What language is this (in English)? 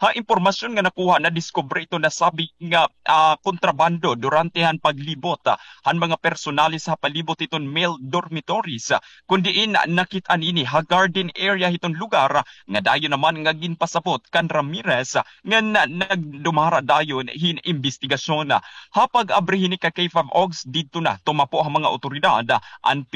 Waray